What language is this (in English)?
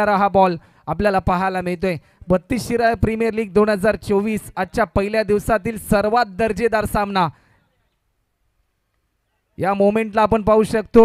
Marathi